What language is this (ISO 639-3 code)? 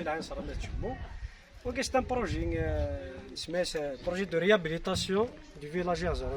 kab